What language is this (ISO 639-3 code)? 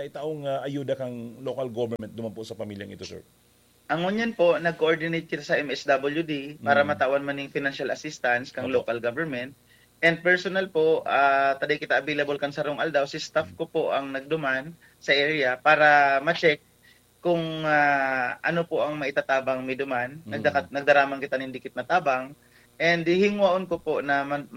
bik